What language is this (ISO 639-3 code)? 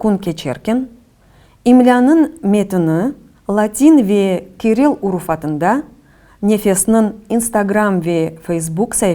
crh